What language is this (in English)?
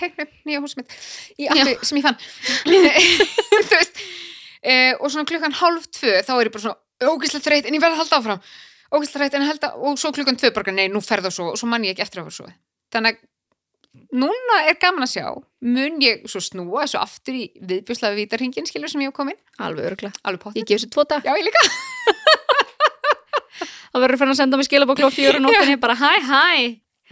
Icelandic